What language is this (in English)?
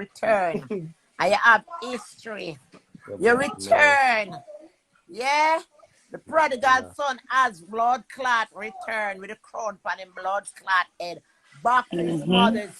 Jamaican Creole English